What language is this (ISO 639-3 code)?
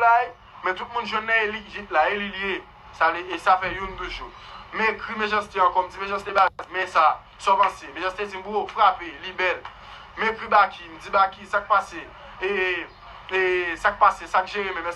hat